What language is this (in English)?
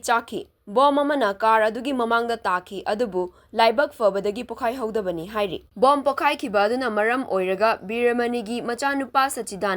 Manipuri